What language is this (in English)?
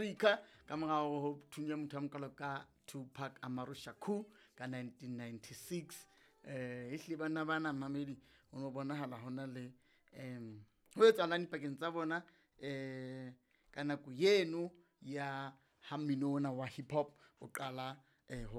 Southern Sotho